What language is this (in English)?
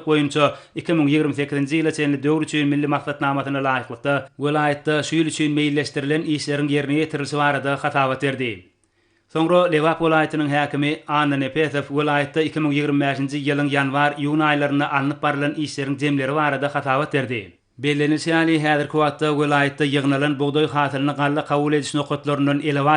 Turkmen